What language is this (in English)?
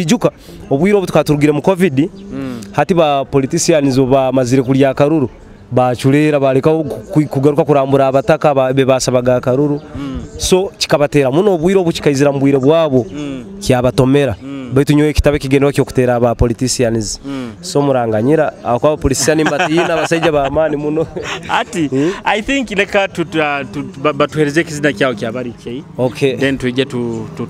Nyoro